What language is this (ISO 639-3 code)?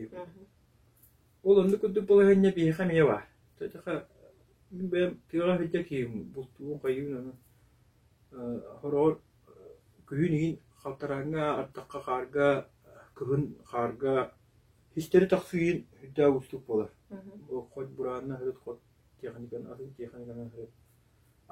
sah